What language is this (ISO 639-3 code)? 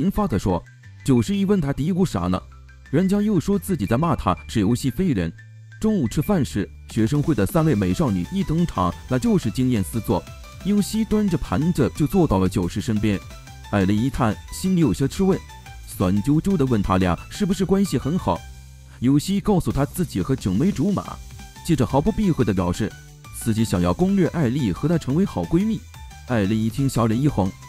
zho